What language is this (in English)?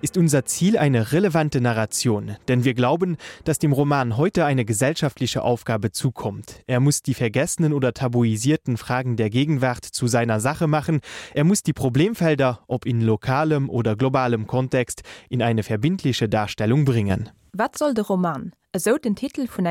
Luxembourgish